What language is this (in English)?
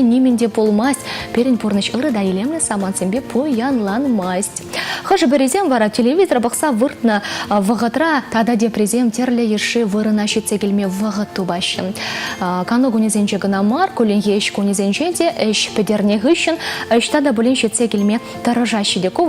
Chuvash